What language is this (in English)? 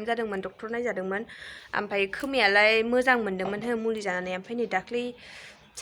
Bodo